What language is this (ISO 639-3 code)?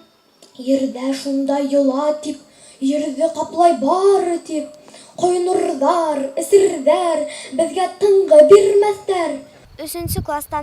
bak